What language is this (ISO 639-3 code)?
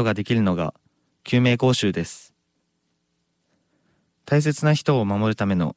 jpn